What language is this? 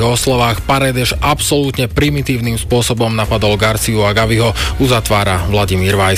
Slovak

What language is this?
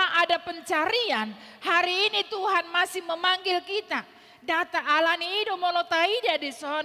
Batak Toba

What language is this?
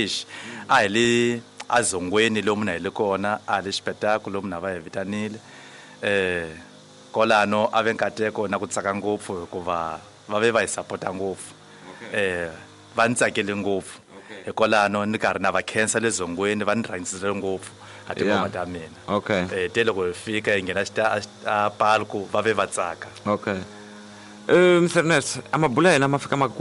Tsonga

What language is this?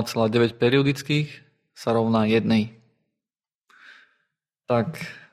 Slovak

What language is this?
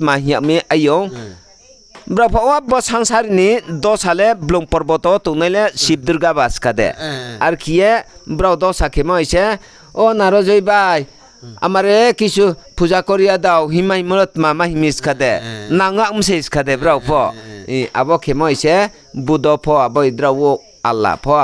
Riang (India)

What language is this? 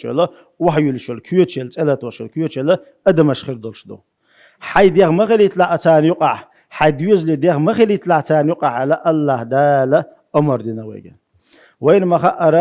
Chechen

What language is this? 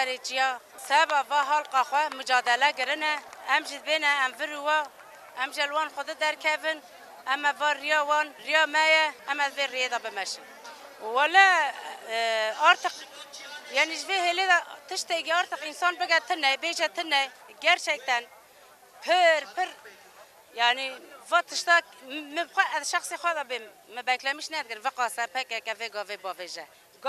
Kurdish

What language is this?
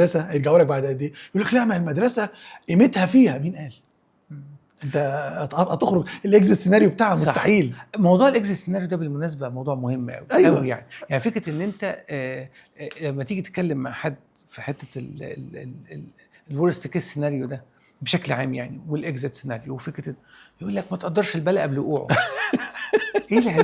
Egyptian Arabic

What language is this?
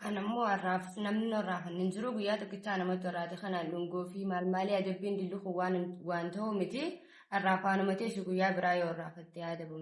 Oromo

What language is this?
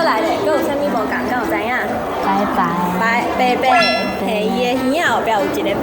Min Nan Chinese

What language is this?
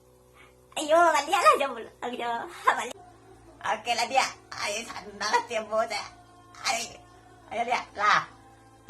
Minangkabau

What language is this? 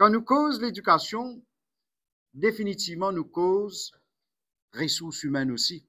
Morisyen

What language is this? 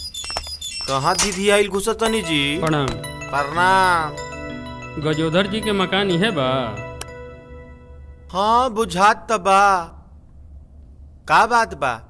Bhojpuri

